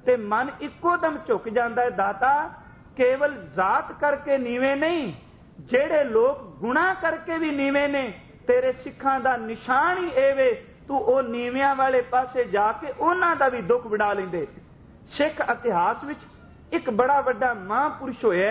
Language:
Punjabi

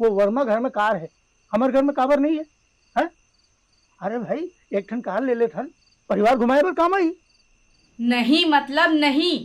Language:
Chhattisgarhi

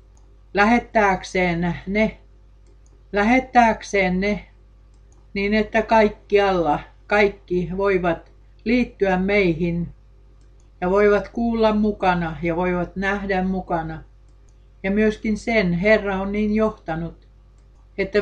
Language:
Finnish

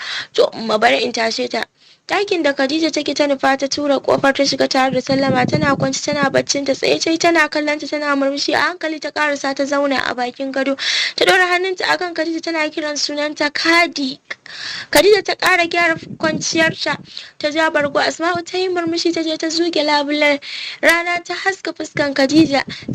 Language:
Hausa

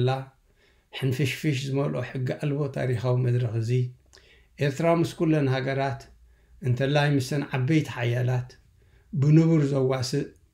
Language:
Tigrinya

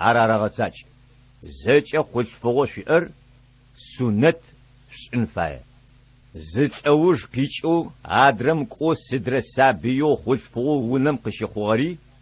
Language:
Adyghe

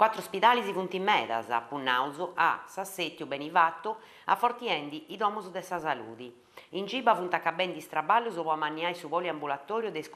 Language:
Sardinian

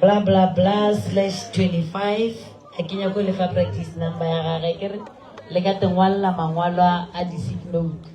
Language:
Northern Sotho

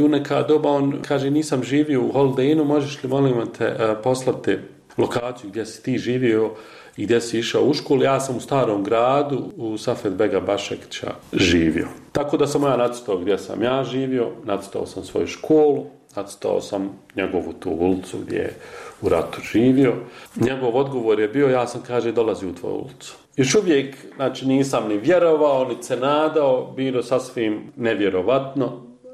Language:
Bosnian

